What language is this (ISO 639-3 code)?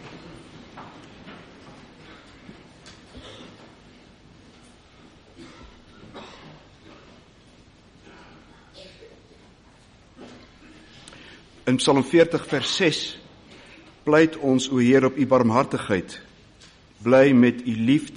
afr